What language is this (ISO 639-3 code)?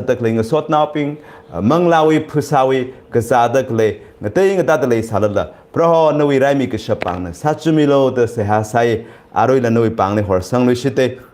nmf